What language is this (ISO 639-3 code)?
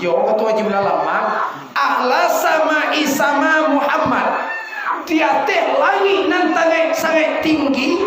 min